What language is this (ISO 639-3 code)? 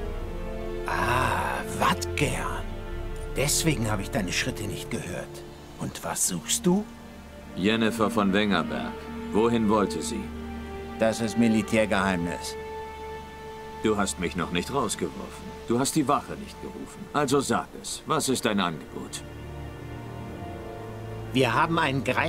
deu